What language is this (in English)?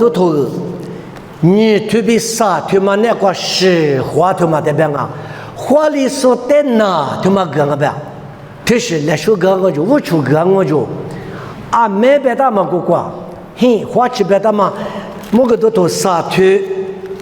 Lisu